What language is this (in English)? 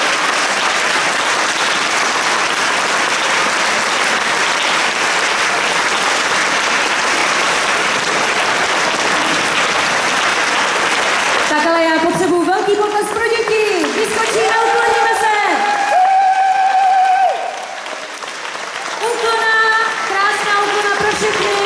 Czech